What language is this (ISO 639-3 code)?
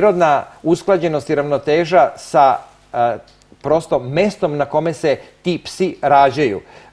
srp